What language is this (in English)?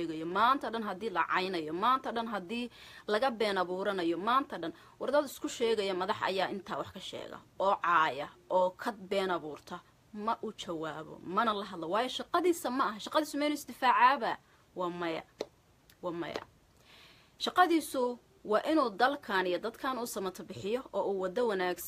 Somali